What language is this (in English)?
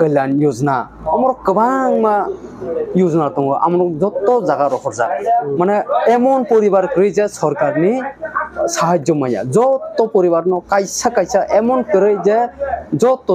Kok Borok